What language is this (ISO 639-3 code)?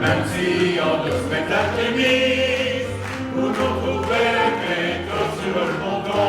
pcd